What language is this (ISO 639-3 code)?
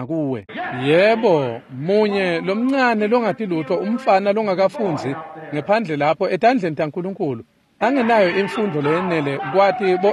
ssw